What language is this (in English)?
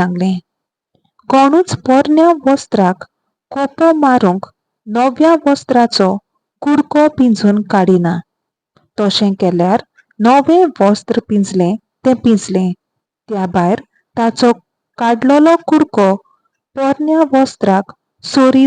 Konkani